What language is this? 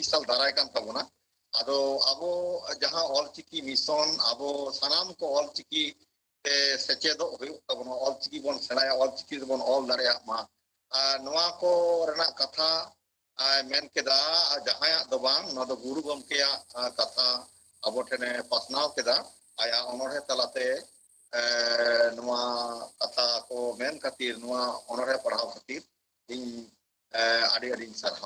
Santali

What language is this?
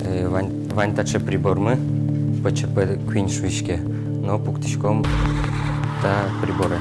Udmurt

